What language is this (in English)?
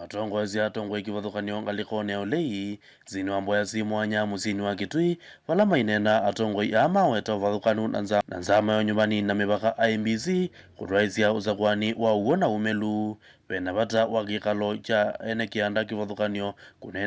Kamba